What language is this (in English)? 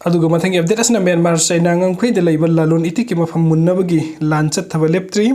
Manipuri